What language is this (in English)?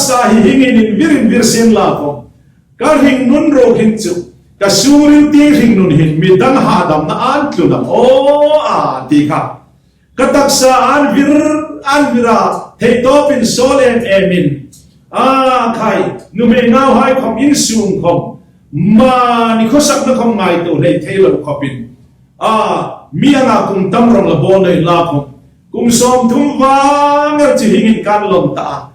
Hmar